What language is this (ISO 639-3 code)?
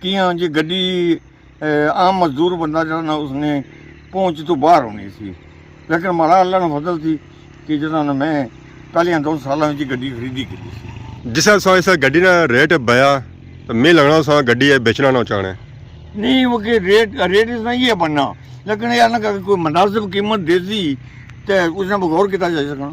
phr